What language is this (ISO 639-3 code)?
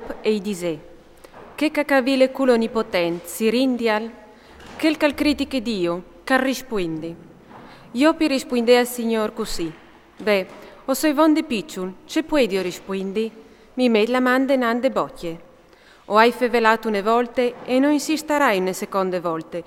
fur